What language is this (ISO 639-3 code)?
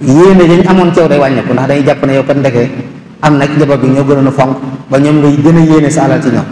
wol